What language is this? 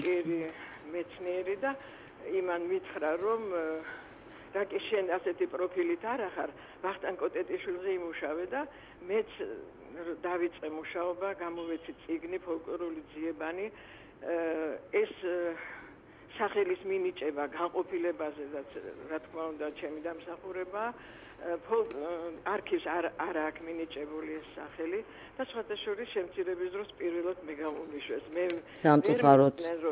Georgian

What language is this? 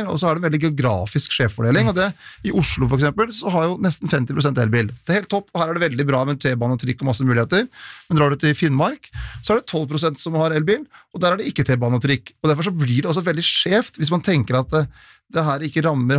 Norwegian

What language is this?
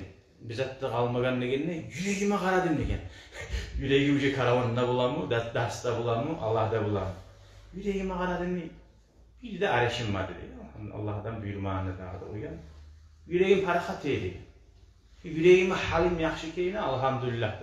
Kumyk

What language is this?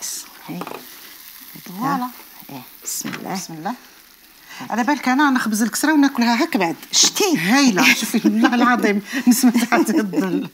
Algerian Arabic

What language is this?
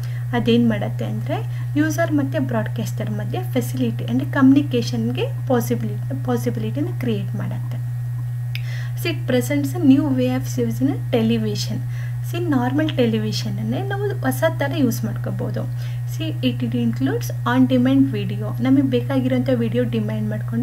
Kannada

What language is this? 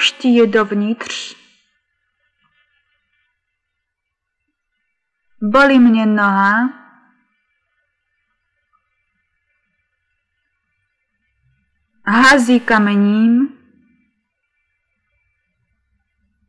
Czech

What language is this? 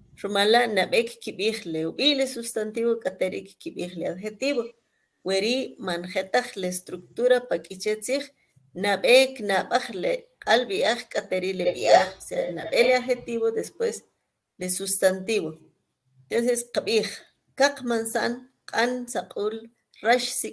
Kʼicheʼ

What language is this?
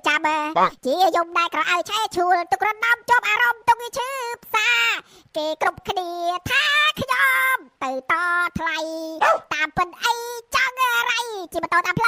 Khmer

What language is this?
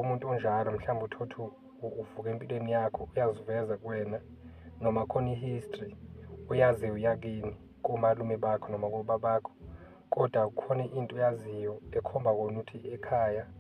Zulu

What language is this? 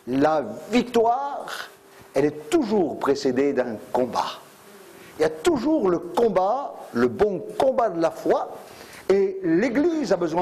French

